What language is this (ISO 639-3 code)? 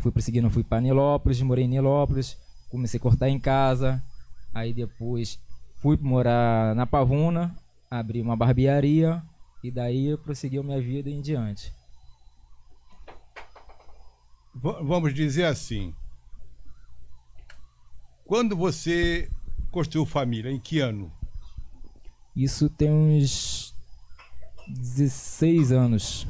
por